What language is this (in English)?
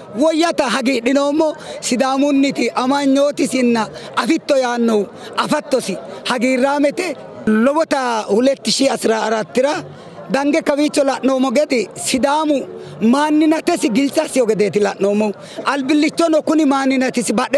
Sidamo